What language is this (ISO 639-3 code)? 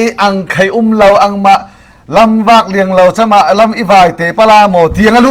cfm